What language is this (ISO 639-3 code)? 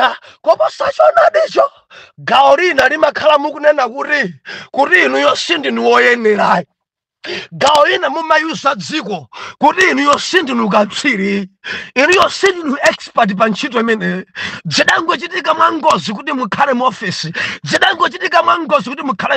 nya